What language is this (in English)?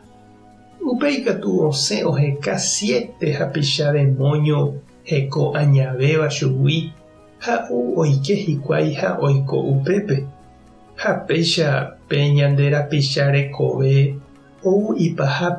Guarani